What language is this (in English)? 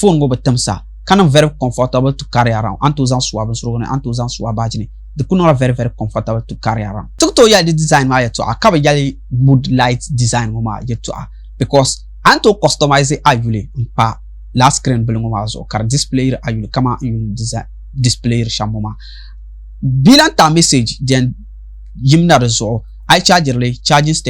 Dagbani